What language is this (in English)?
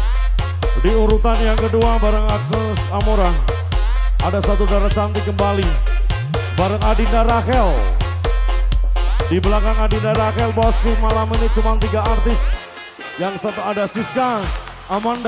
Indonesian